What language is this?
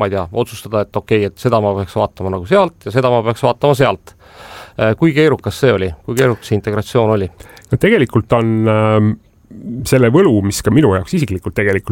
Estonian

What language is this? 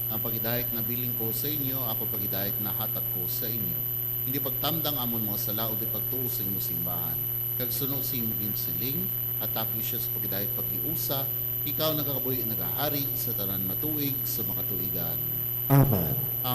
Hiligaynon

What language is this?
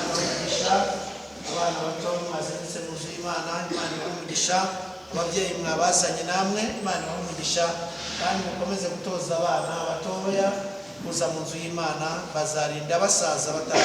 Kinyarwanda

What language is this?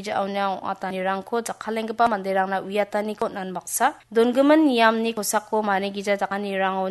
Garo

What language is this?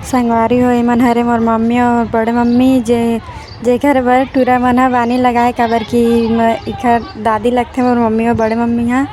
Chhattisgarhi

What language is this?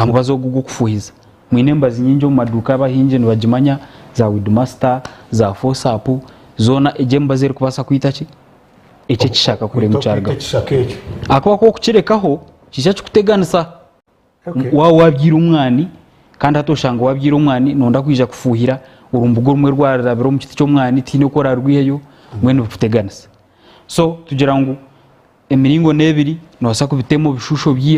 Nyankole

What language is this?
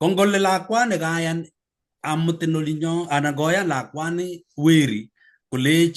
Kalenjin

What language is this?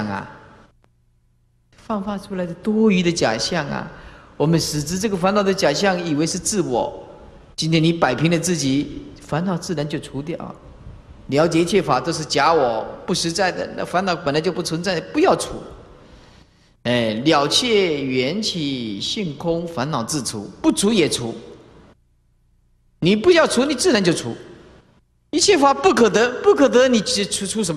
Chinese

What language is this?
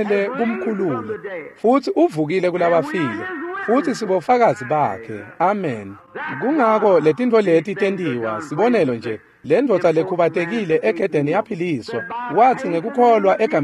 Swati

